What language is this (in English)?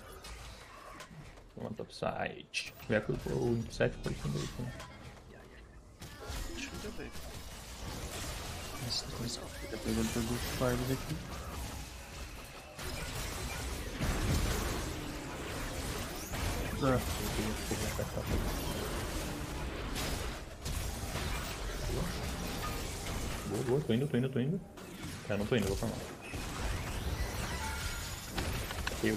Portuguese